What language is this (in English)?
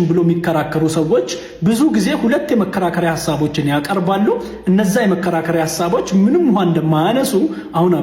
Amharic